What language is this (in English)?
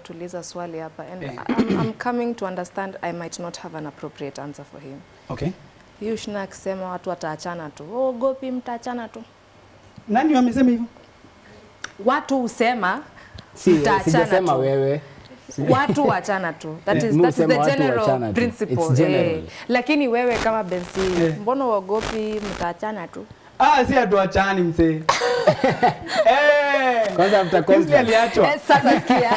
Swahili